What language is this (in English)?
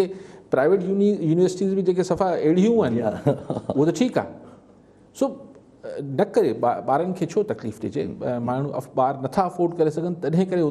Sindhi